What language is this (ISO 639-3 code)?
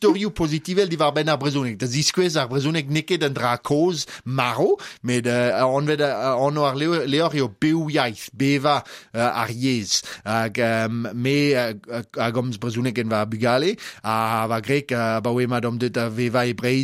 bre